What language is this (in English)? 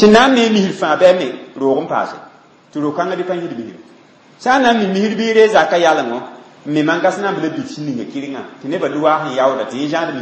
Mossi